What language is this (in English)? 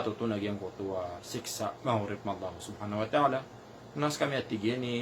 Maranao